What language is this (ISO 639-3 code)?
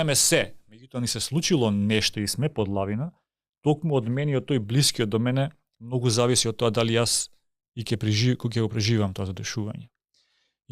mkd